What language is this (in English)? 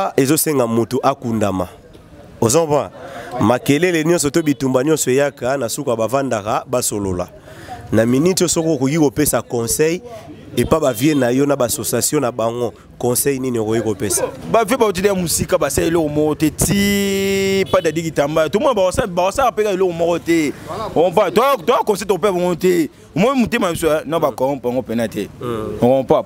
Lingala